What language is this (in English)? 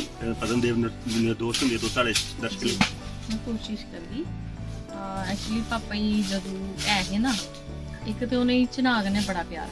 Dogri